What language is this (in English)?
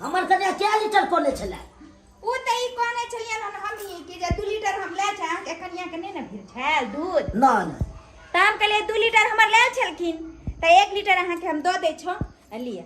Maithili